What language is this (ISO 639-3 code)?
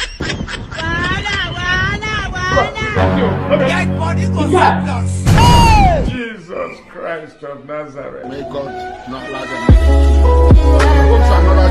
pcm